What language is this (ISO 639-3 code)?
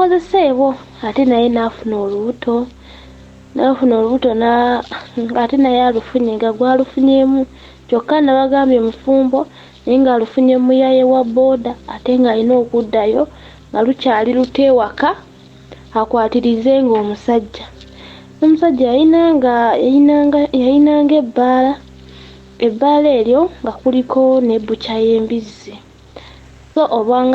lug